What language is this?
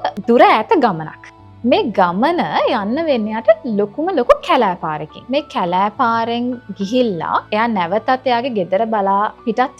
Sinhala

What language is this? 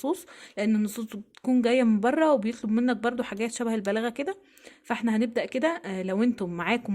Egyptian Arabic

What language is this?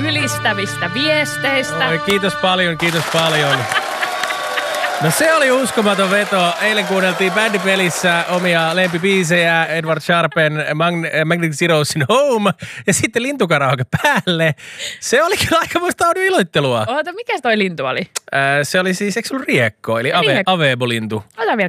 Finnish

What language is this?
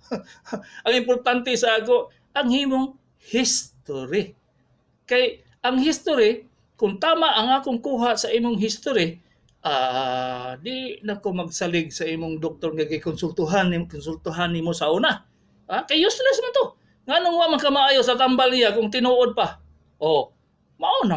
Cebuano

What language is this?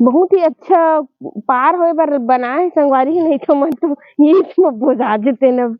Chhattisgarhi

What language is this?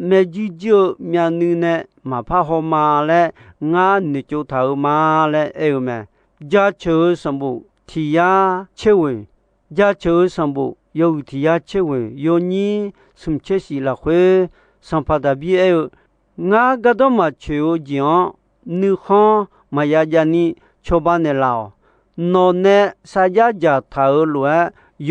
Akha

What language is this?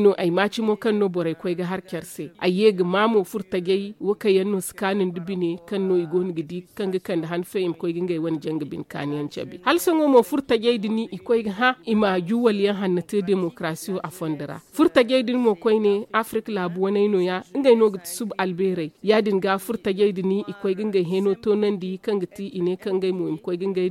Zarma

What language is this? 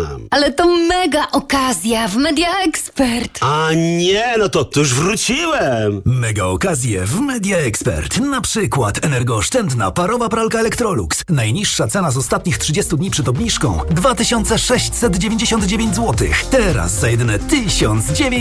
Polish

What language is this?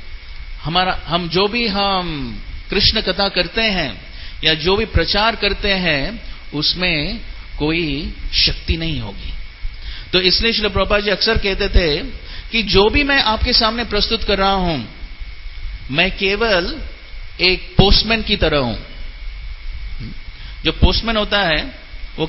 Hindi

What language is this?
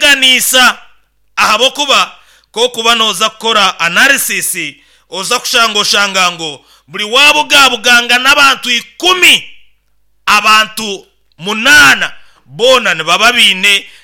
Nyoro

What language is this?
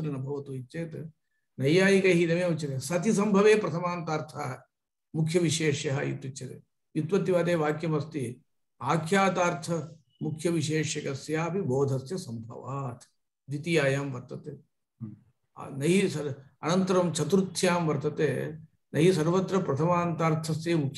Sanskrit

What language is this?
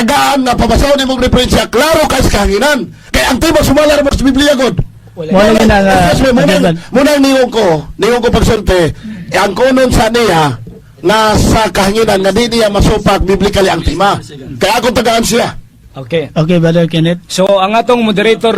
Cebuano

